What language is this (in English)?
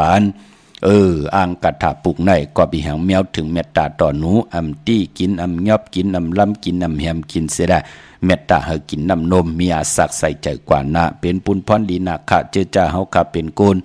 Shan